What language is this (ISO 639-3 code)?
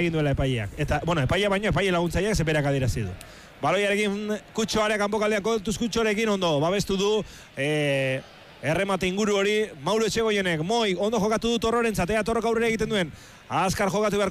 eus